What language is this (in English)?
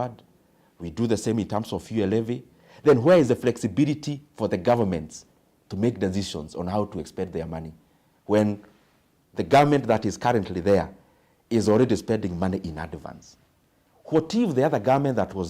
Kamba